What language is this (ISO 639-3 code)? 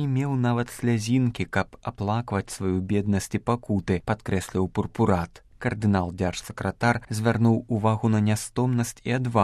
bel